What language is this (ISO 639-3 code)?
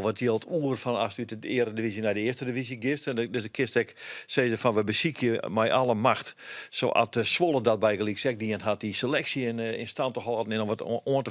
fry